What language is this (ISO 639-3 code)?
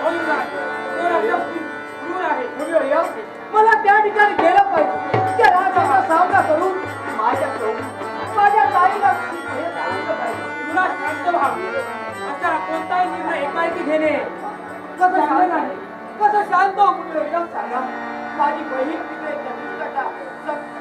mar